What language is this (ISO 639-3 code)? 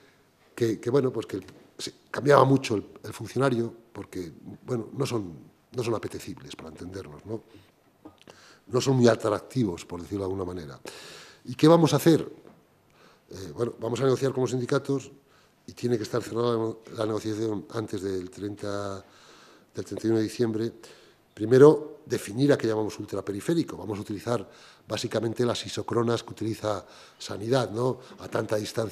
spa